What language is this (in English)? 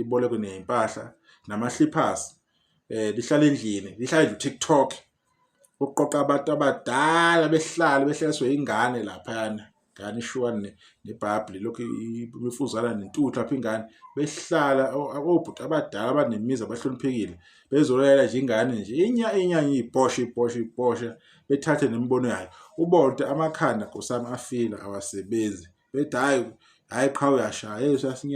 Zulu